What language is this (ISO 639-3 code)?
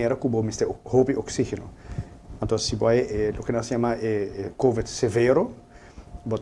pap